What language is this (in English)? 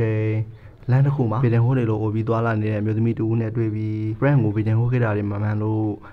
Burmese